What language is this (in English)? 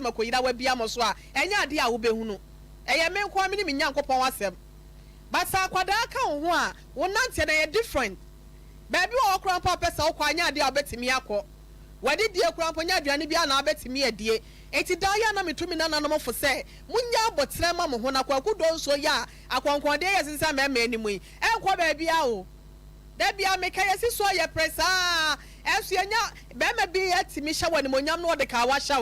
Akan